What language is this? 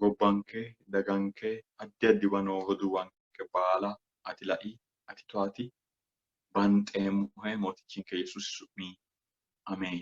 Sidamo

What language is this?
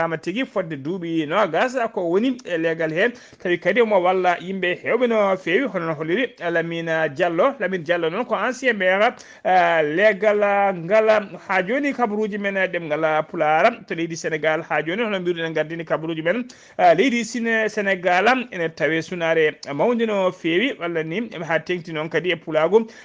Fula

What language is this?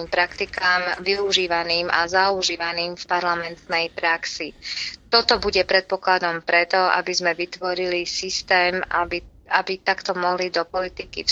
Slovak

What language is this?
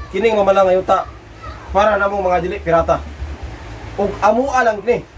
Cebuano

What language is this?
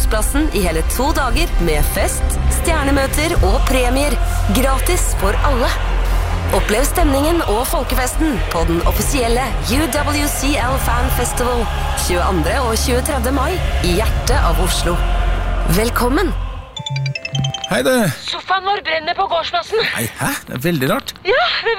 Norwegian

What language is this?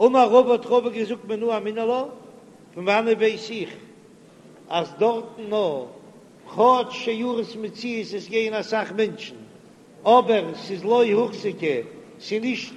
Yiddish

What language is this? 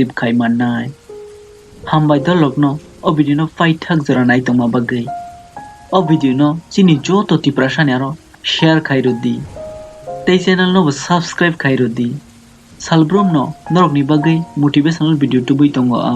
Kok Borok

